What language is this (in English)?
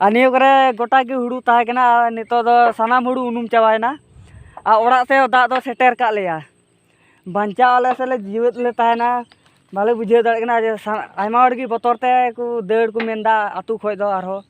Santali